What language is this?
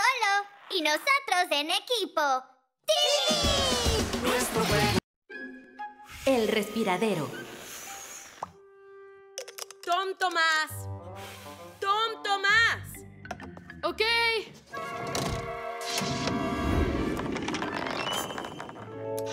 Spanish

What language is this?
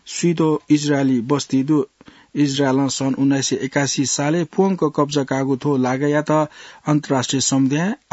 Newari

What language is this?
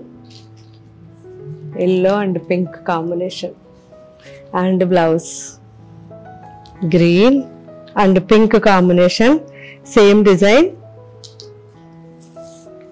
Telugu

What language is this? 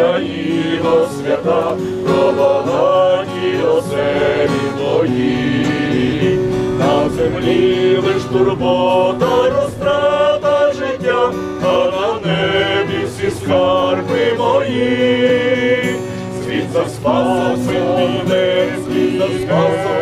Ukrainian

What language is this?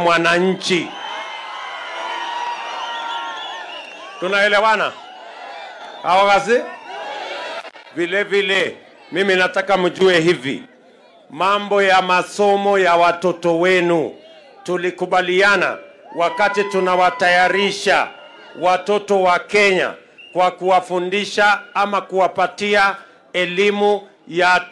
Swahili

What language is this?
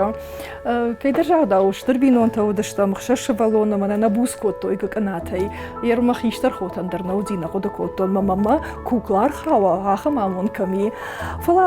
Ossetic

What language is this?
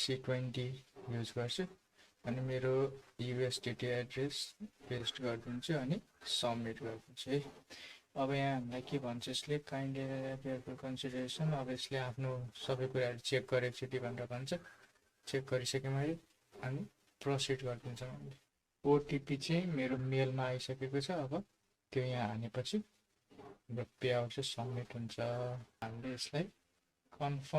Nepali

